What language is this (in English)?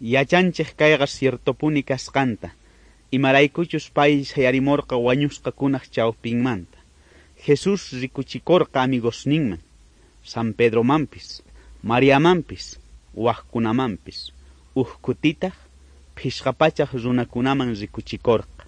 South Bolivian Quechua